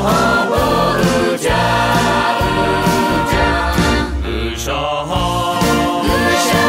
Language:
Lahu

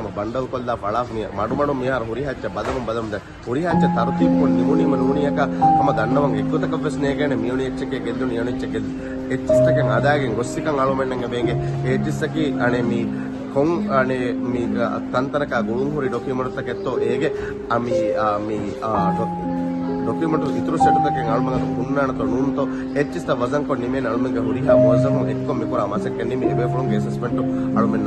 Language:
Divehi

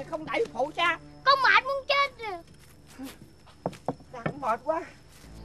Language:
Vietnamese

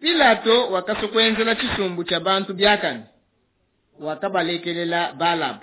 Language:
Luba-Lulua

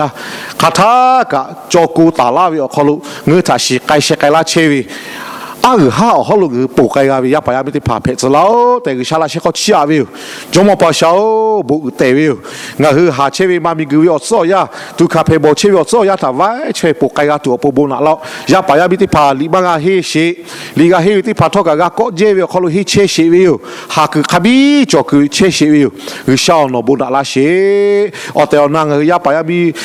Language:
Lahu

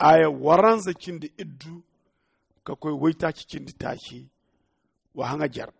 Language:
Zarma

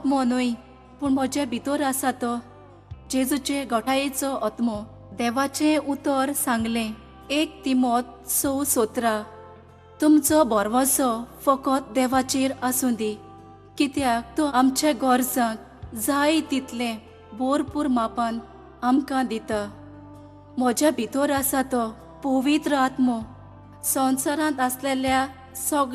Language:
Konkani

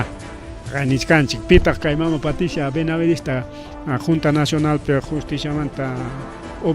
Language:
Ayacucho Quechua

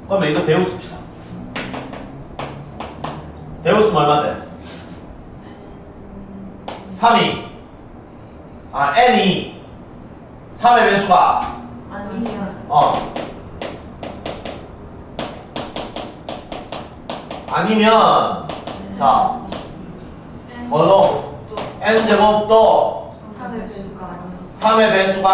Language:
Korean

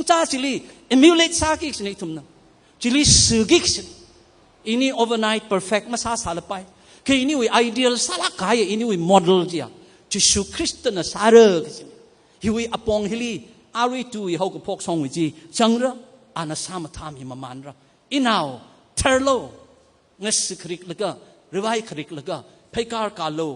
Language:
Tangkhul Naga (India)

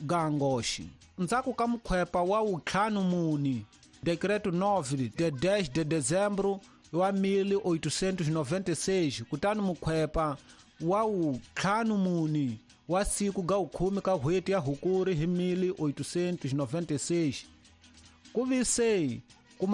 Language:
Tsonga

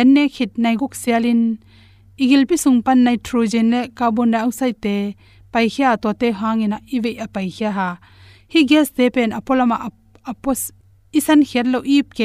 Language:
Tedim Chin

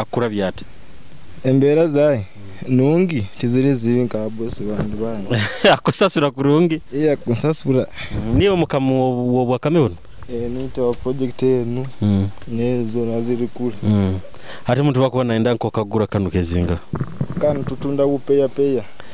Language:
Nyoro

